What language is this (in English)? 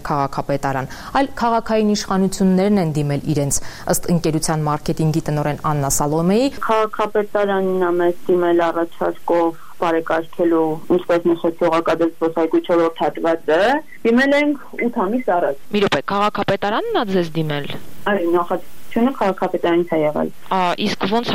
Armenian